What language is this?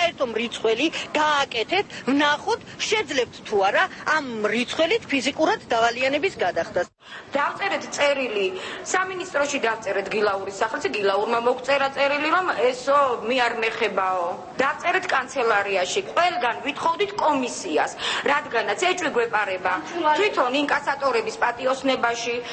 Georgian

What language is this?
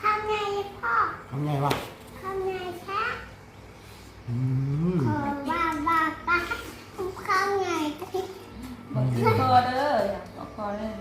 Northeastern Thai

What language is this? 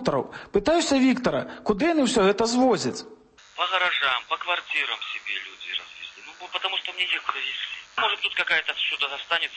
Belarusian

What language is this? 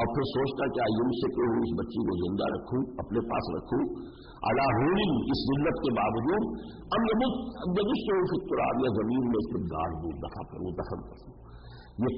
Urdu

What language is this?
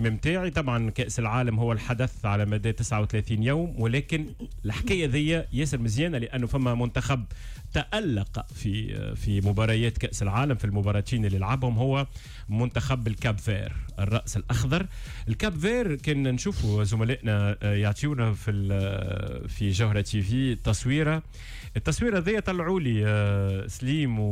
Tunisian Arabic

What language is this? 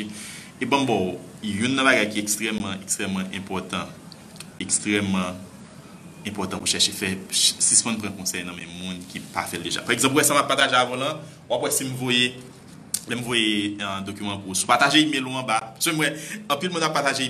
Haitian Creole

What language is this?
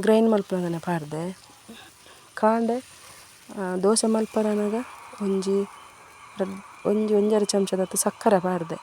Tulu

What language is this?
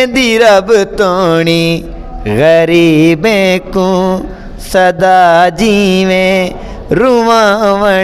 Saraiki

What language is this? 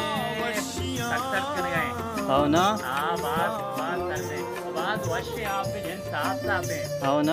Baluchi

